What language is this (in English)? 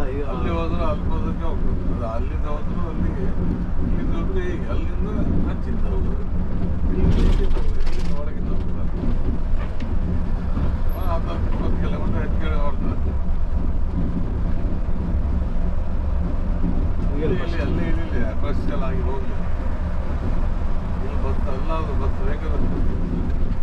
Kannada